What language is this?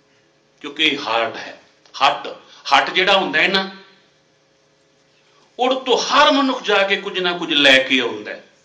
Punjabi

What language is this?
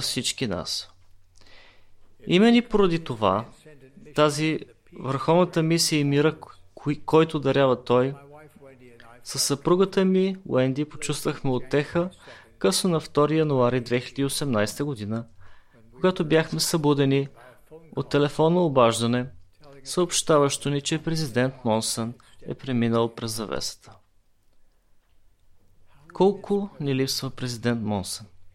Bulgarian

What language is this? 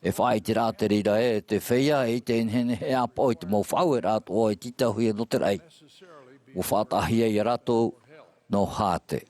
Tahitian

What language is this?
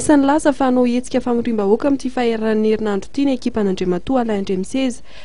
Malagasy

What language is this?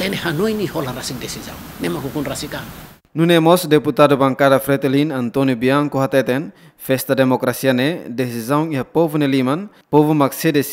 Tetum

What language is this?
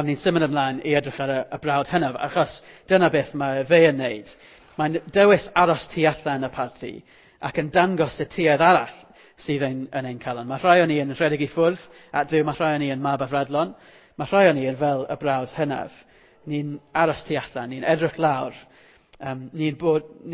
Welsh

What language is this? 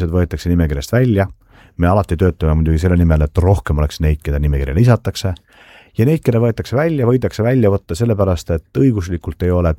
Estonian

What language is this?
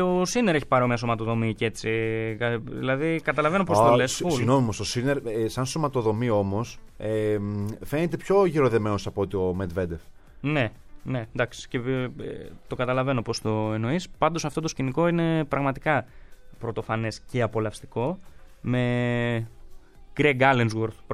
Greek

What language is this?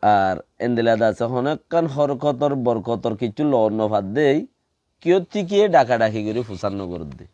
Rohingya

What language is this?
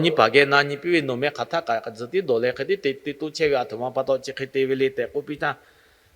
Lahu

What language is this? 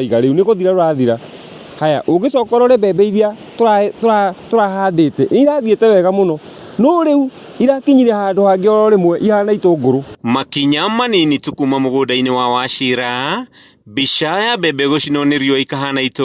Kikuyu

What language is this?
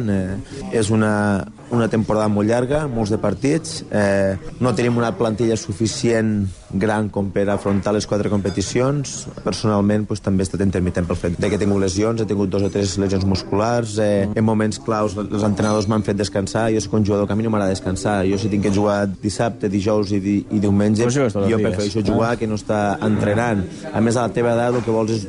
Catalan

